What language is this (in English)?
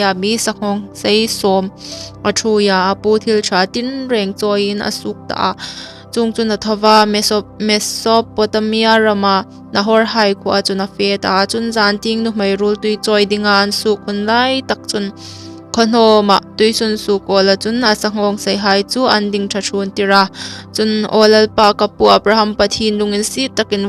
Hmar